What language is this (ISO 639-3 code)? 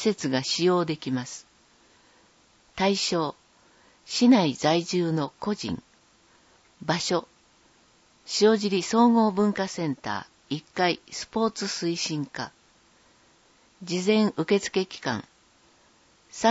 jpn